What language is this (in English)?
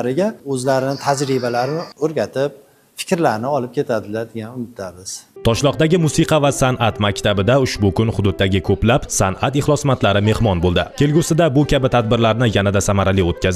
Uzbek